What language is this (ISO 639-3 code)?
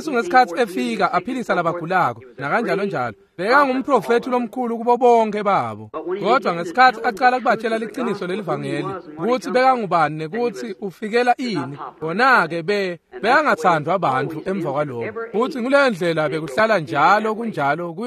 ssw